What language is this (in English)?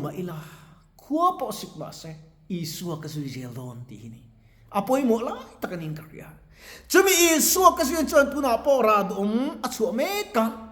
Mizo